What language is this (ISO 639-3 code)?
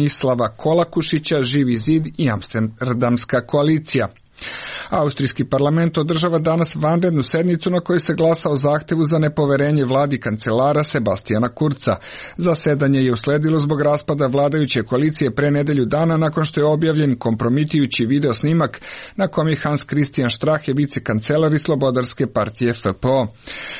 srp